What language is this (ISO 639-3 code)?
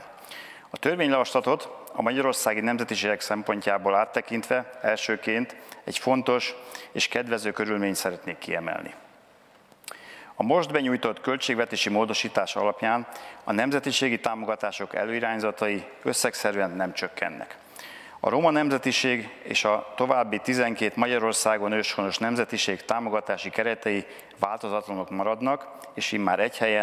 hun